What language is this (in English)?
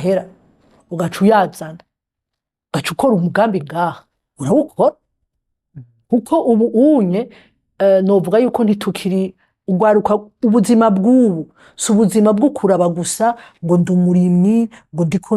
Rundi